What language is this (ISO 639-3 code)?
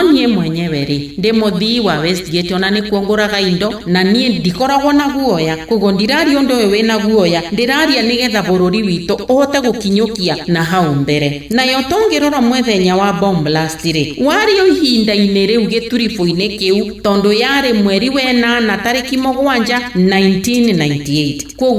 kik